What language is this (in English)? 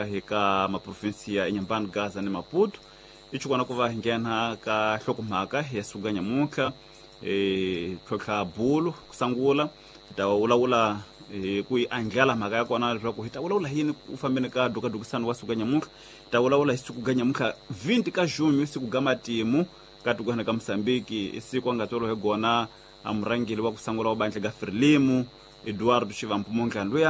Tsonga